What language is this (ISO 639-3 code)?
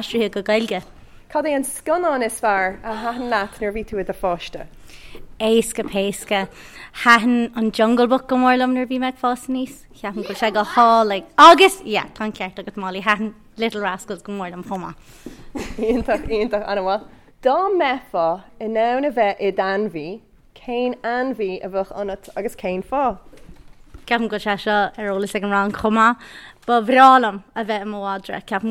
gle